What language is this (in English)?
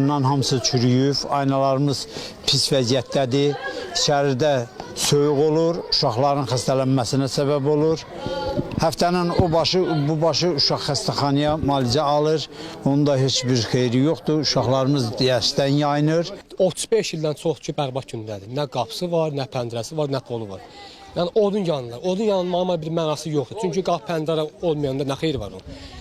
Azerbaijani